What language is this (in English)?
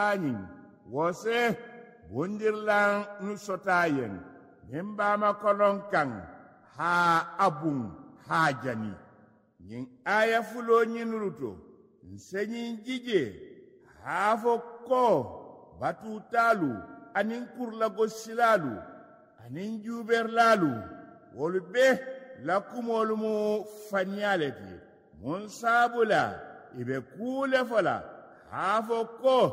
Mandingo